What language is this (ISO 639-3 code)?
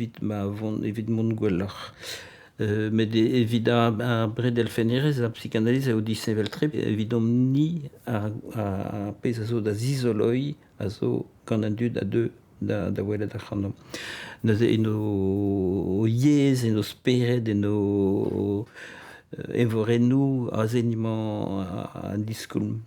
bre